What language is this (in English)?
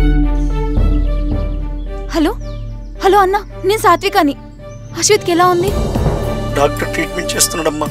Telugu